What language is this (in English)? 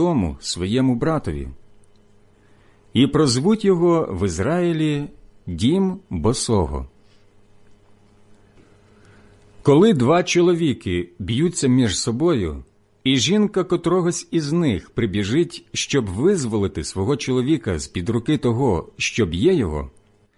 Ukrainian